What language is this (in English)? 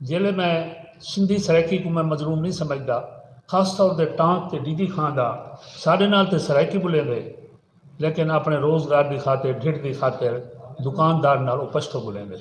Saraiki